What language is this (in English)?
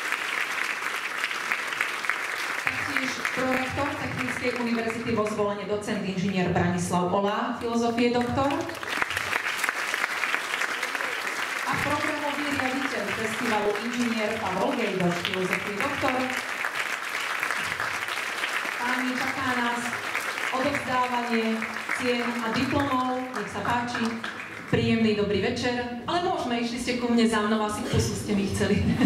Slovak